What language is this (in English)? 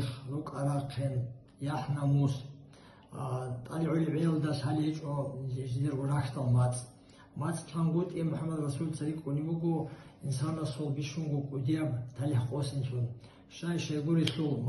Avaric